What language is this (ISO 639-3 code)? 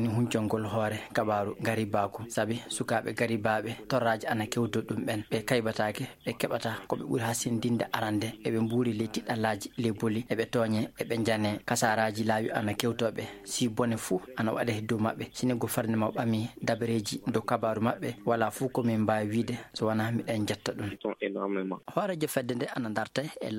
ful